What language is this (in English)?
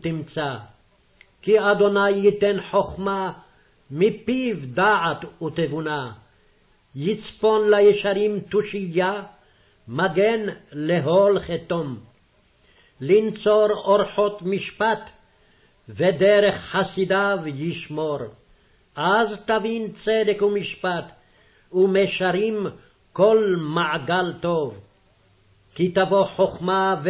Hebrew